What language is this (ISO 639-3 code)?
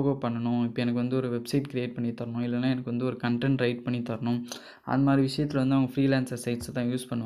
tam